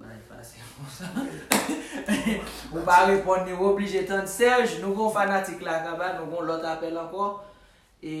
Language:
Haitian Creole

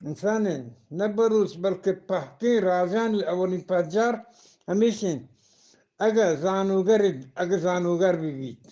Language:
Eastern Balochi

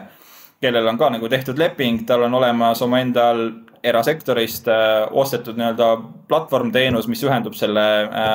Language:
Estonian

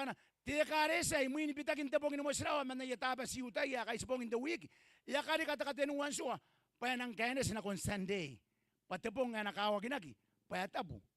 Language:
Gilbertese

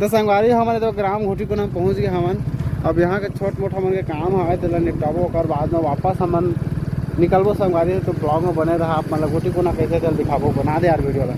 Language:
Chhattisgarhi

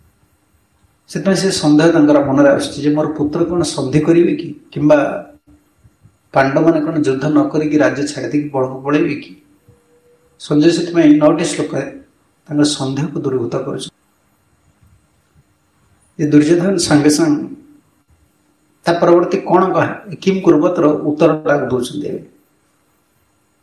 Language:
Odia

